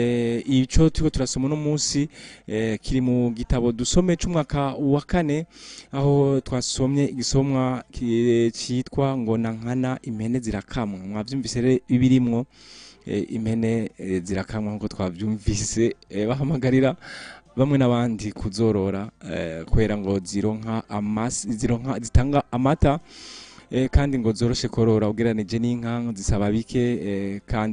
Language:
Rundi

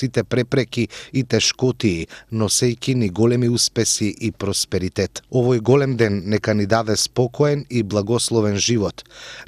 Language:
Macedonian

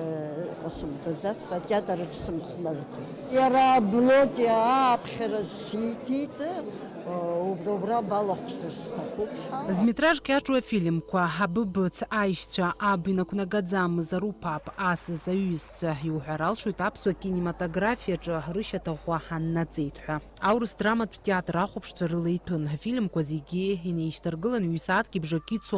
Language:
Abkhazian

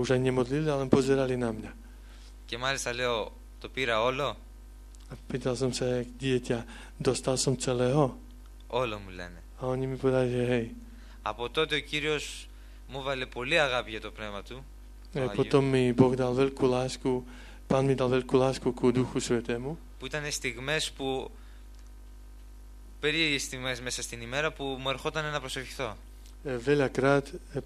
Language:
Slovak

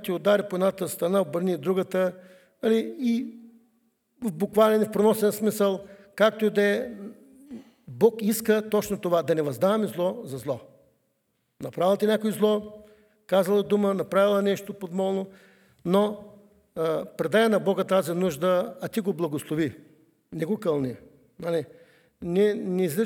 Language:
Bulgarian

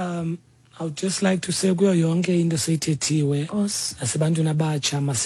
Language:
Xhosa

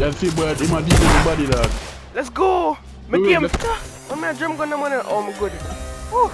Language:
Jamaican Creole English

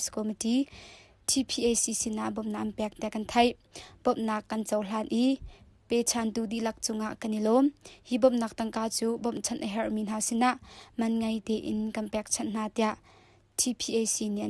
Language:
Hakha Chin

